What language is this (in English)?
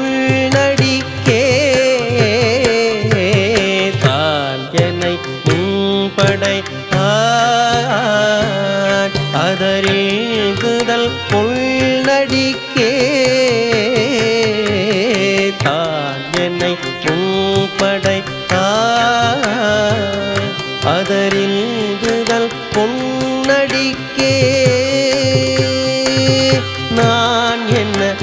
Tamil